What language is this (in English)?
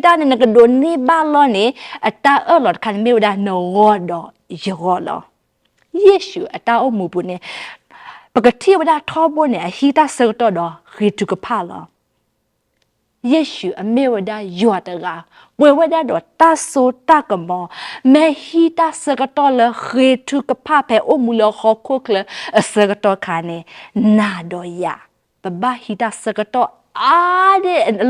S'gaw Karen